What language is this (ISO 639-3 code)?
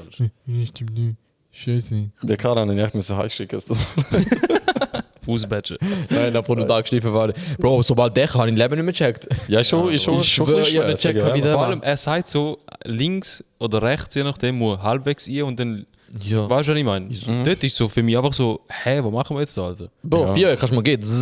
gsw